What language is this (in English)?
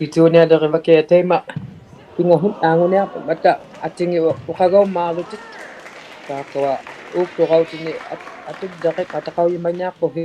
Inuktitut